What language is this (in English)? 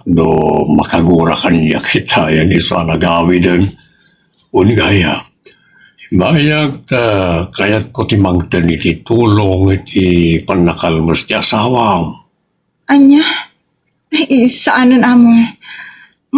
Iloko